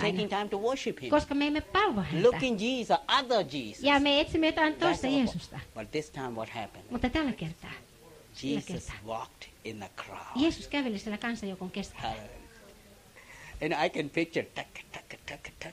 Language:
Finnish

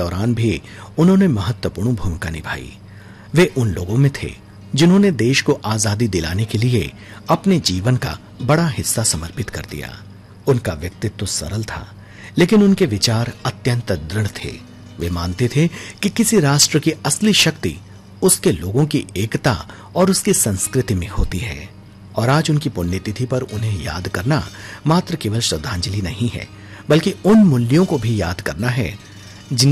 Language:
Hindi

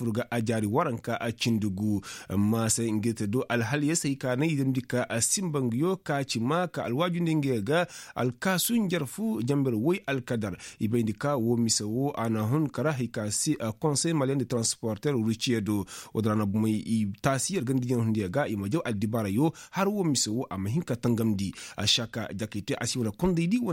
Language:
Koyraboro Senni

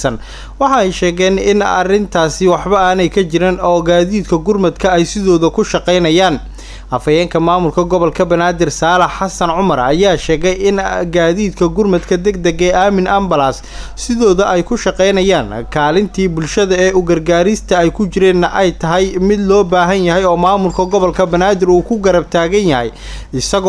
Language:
Somali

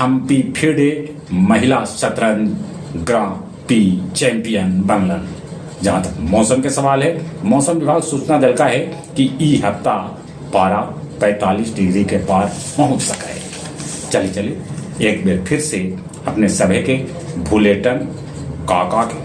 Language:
Magahi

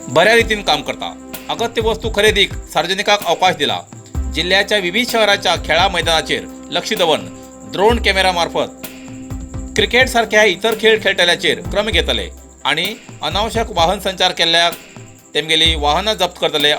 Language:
Konkani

